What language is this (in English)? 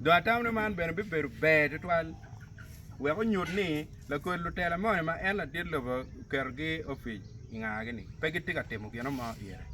Acoli